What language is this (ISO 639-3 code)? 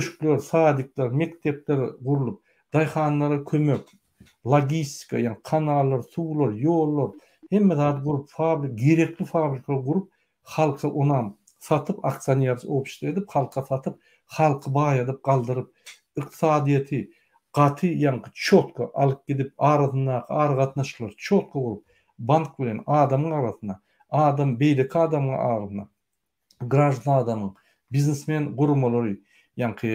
tuk